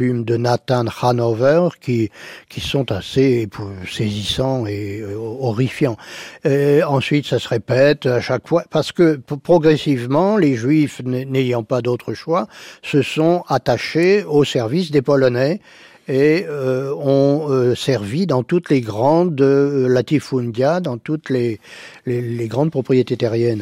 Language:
French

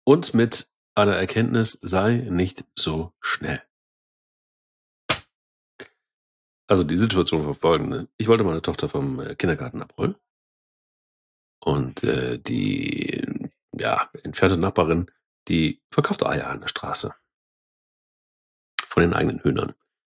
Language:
German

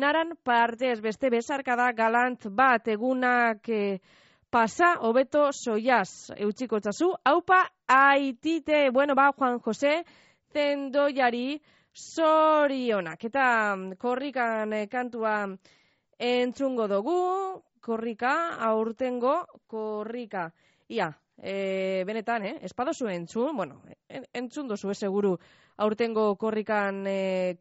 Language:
Basque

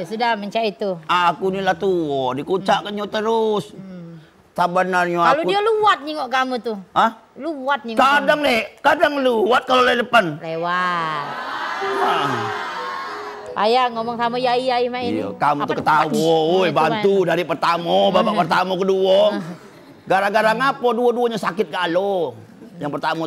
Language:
Musi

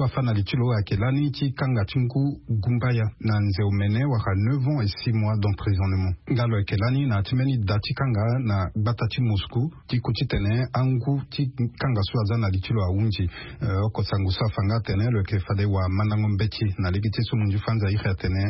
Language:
Sango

